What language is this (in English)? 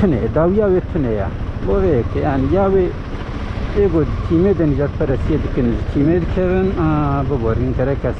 Kurdish